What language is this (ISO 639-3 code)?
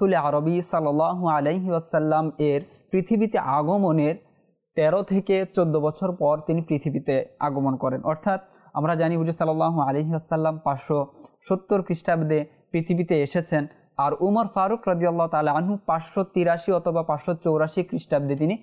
ben